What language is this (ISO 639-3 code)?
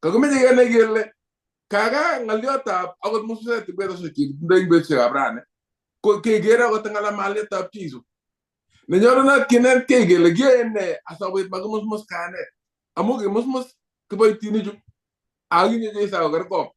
kln